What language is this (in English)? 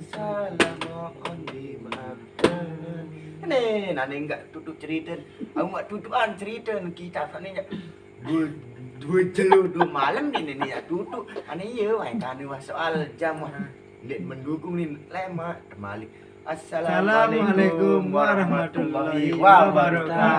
Sasak